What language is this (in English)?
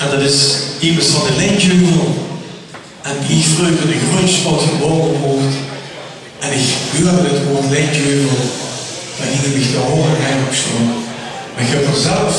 Limburgish